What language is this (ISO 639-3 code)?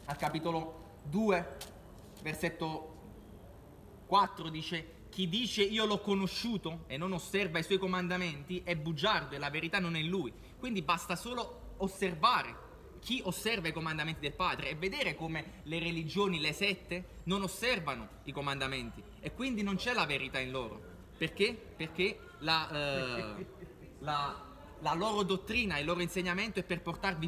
ita